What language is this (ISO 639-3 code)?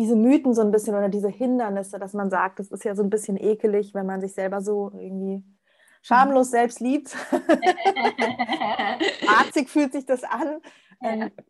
deu